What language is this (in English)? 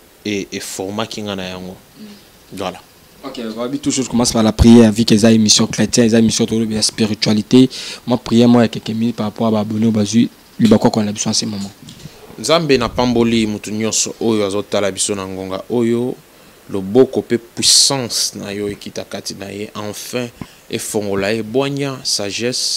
Lingala